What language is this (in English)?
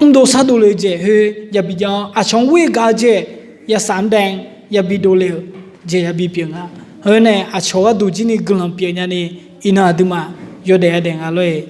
Akha